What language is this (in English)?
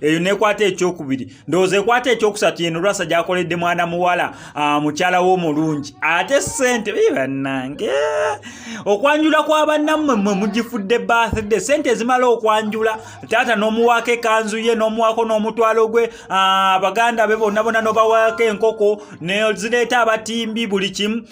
Ganda